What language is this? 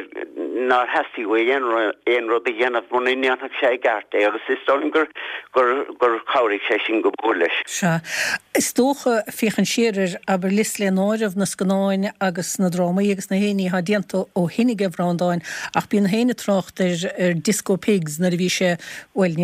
Irish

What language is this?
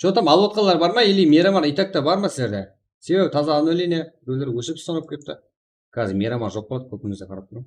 Kara-Kalpak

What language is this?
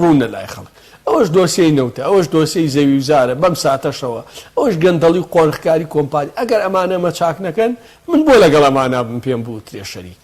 Central Kurdish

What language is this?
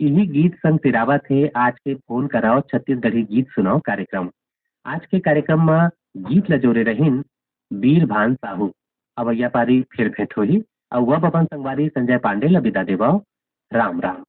Chhattisgarhi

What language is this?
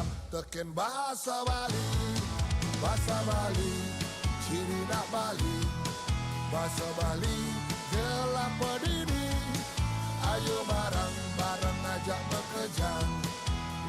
Balinese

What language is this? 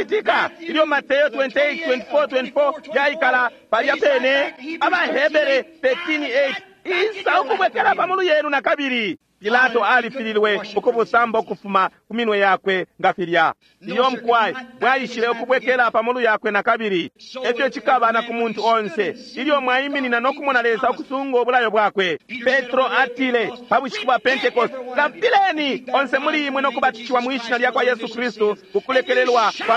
Bemba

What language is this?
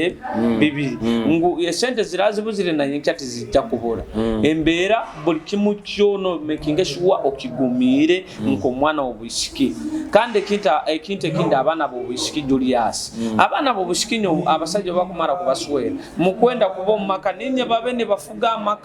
Nyoro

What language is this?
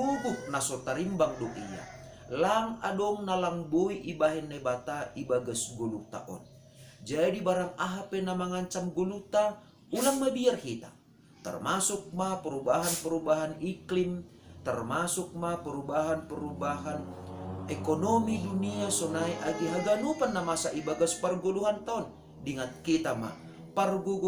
Batak Simalungun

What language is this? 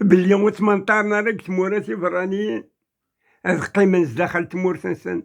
Kabyle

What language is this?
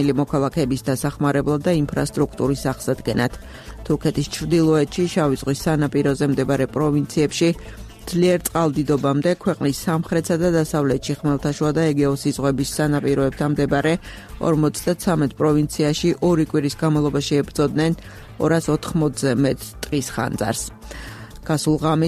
Georgian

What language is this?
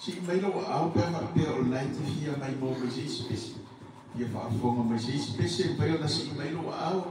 Samoan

